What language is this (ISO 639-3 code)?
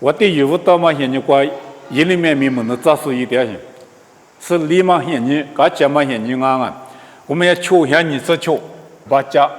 lis